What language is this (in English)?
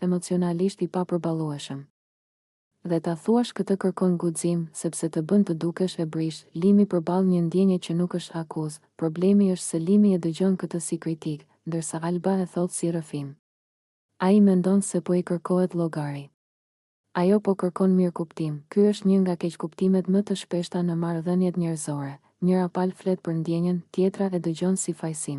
Albanian